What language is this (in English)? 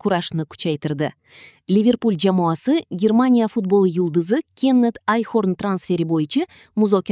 Kyrgyz